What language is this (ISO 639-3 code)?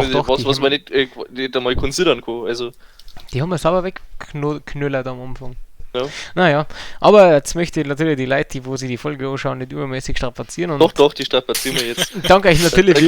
bar